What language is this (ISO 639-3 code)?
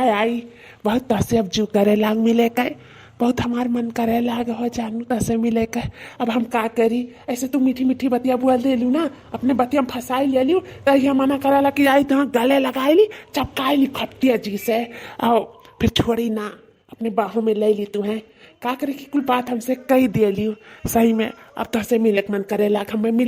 awa